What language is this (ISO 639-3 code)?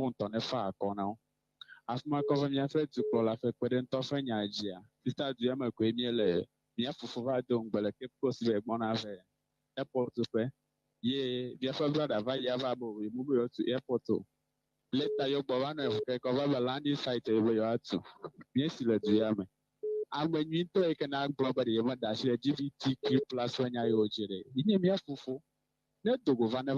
ewe